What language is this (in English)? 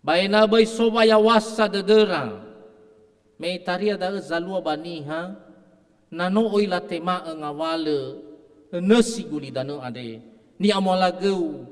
Nias